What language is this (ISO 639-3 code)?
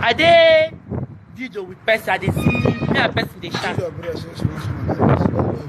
pcm